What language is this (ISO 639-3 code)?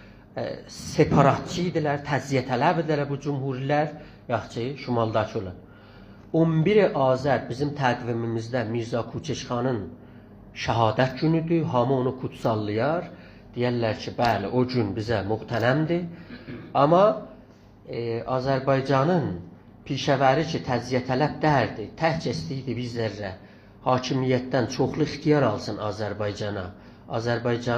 azb